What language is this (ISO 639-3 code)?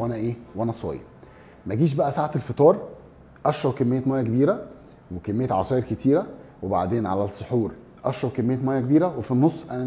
arz